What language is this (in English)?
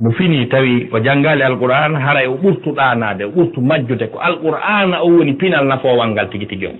Fula